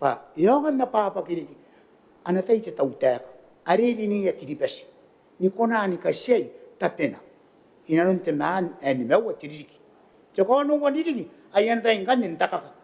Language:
Gilbertese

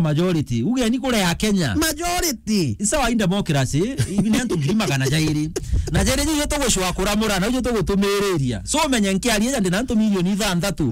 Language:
Meru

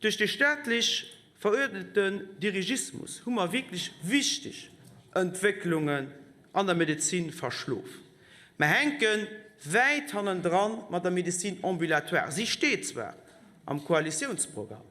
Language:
Luxembourgish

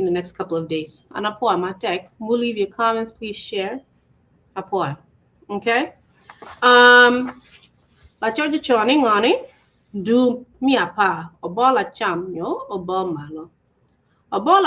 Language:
Acoli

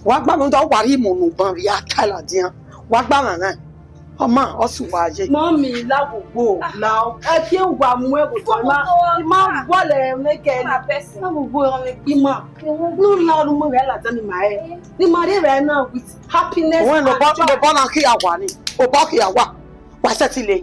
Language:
Bini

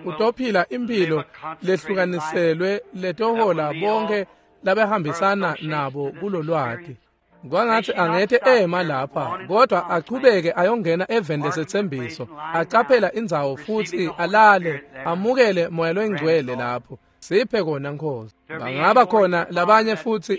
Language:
Swati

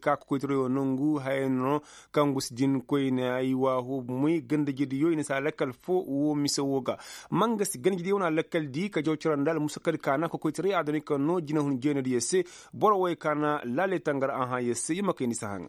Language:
Koyraboro Senni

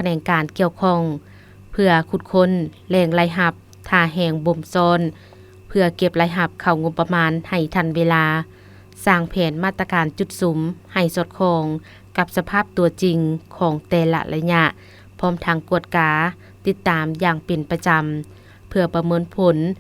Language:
Lao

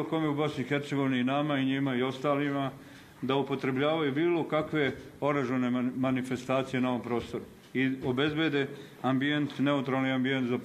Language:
Bosnian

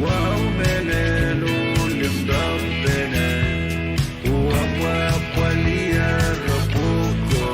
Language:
Pohnpeian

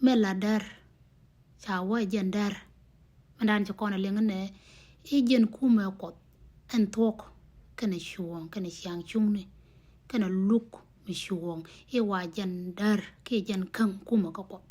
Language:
Nuer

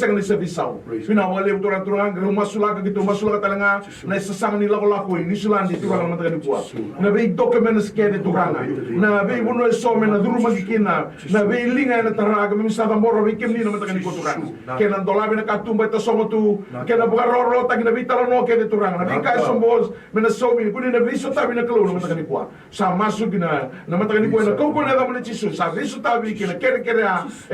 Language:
Fijian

